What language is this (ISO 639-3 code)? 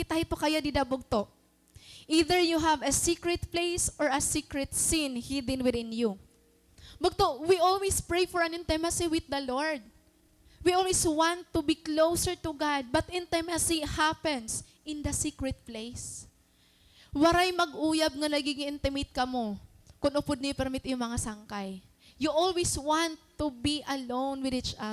war